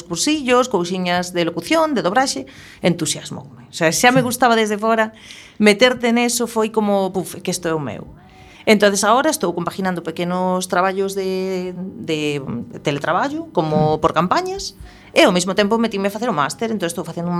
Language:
Galician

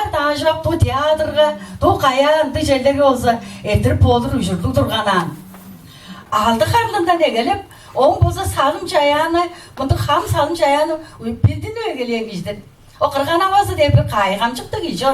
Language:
Tuvinian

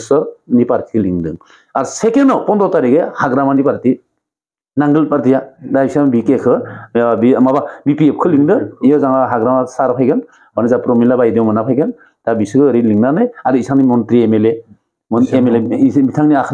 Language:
Bodo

